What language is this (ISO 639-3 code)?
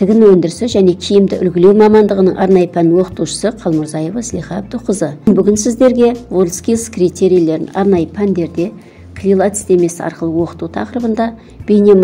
kaz